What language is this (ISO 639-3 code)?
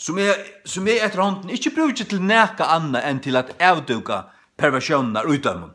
fao